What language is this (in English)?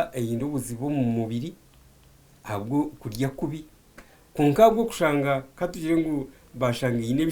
Nyankole